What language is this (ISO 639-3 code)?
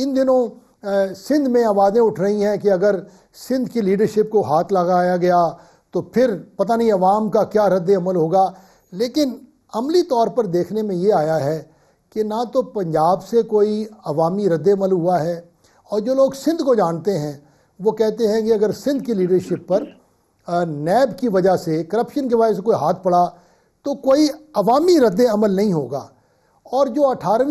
urd